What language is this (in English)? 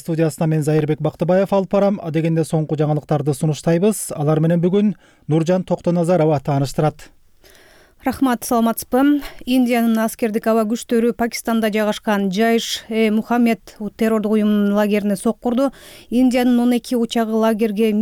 Kyrgyz